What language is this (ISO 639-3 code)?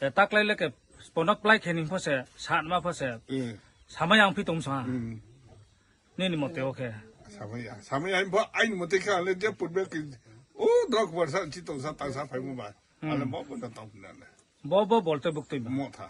ria